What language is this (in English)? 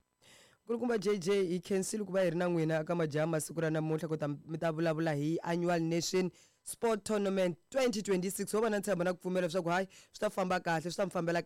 Tsonga